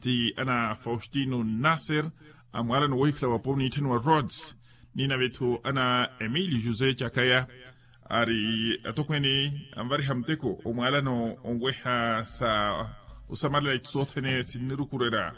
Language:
Makhuwa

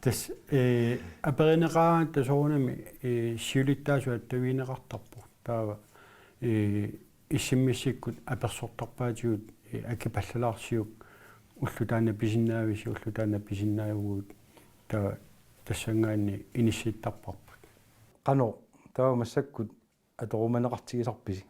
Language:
Kalaallisut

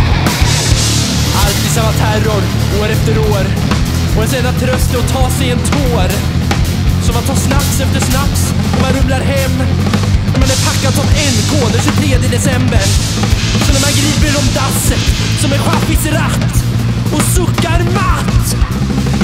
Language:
Swedish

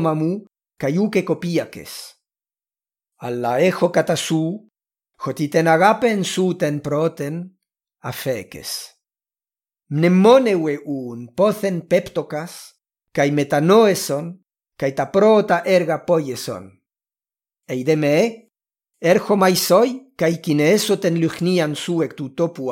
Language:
Ancient Greek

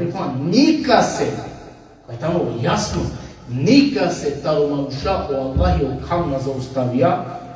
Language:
Balkan Romani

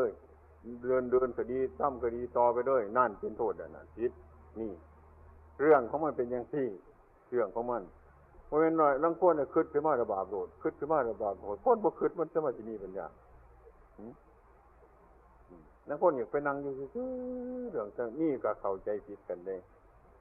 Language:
Northeastern Thai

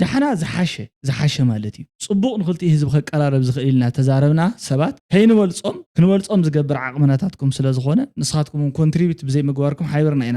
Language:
Tigrinya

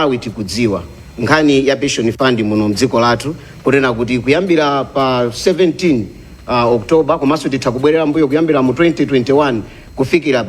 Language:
Nyanja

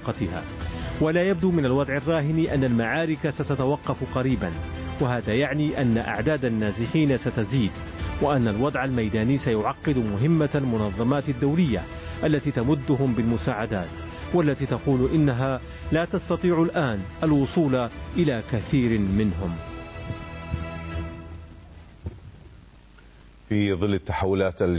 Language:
Arabic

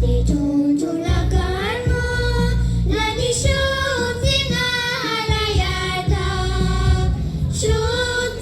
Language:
Tibetan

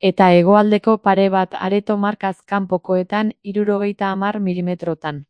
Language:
Basque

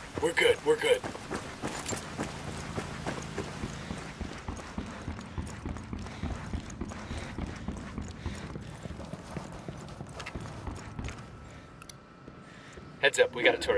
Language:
English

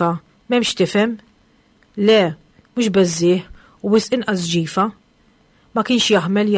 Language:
Maltese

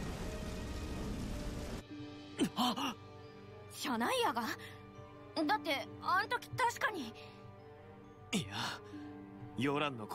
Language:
Japanese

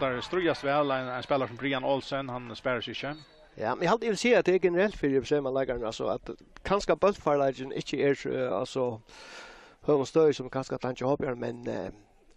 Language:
Faroese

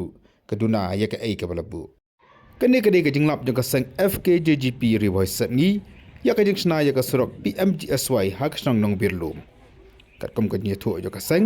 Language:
Khasi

